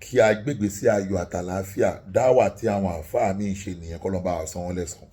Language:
Yoruba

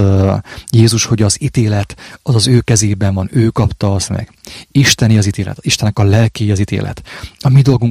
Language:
Hungarian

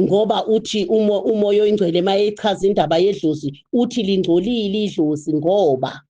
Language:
Zulu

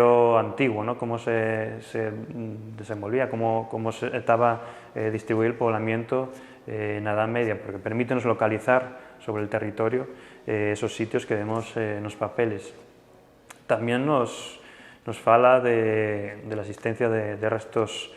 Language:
Asturian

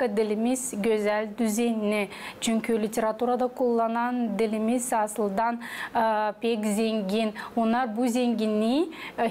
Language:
Gagauz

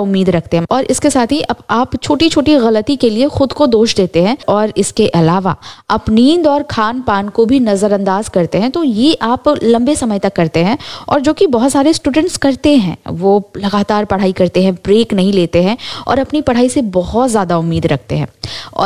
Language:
Hindi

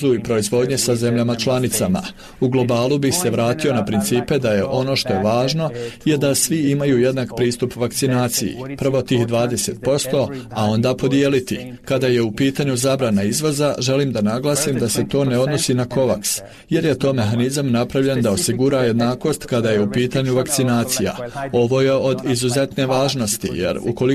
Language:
Bosnian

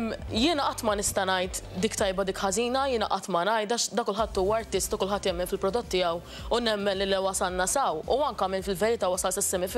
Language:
Maltese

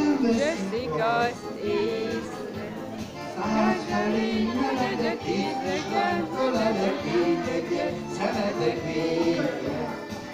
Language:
Hungarian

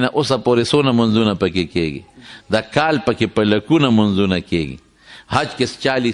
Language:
Pashto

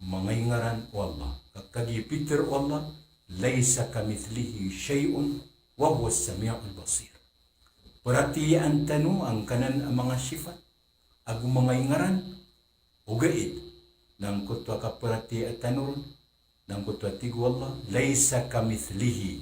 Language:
Maranao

